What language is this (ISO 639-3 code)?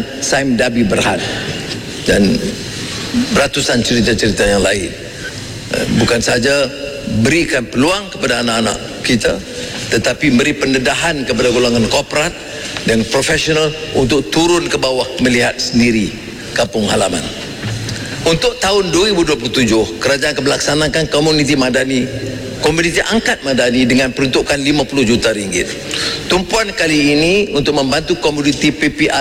msa